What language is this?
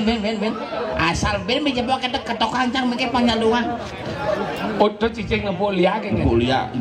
Balinese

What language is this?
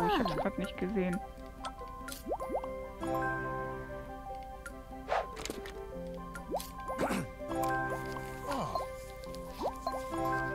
German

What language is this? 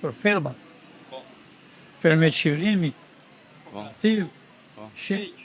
Albanian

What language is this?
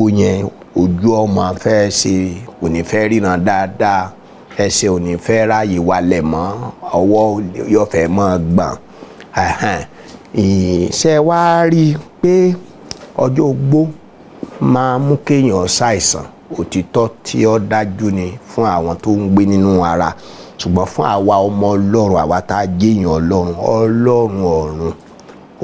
Yoruba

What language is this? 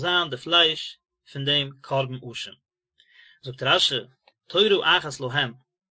Yiddish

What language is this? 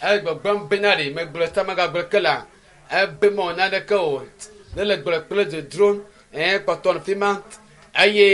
Ewe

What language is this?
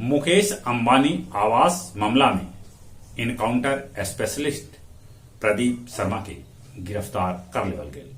Magahi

